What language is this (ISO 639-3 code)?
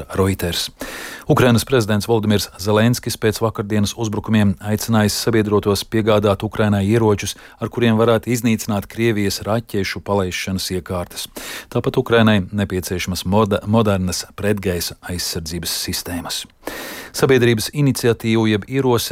lav